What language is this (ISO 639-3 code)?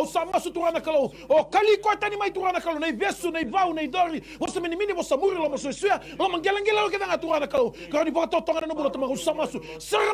fij